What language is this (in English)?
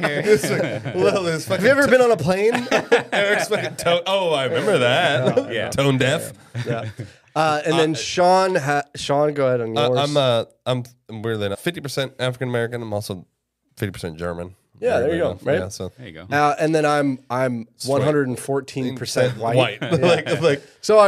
English